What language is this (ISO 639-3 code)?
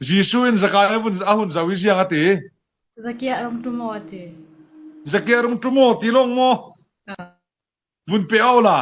cfm